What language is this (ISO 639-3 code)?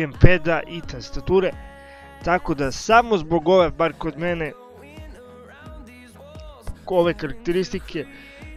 srp